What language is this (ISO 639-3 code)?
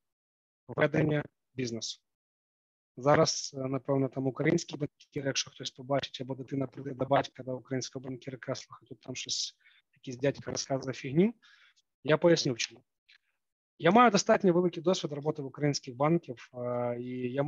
ukr